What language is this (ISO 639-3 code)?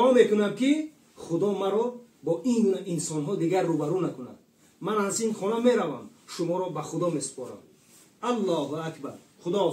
tgk